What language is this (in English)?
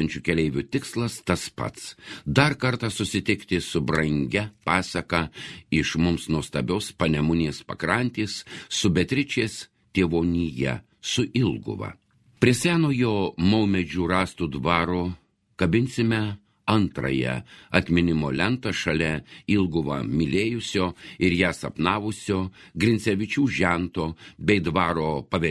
Lithuanian